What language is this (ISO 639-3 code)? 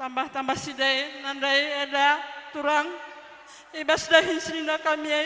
btx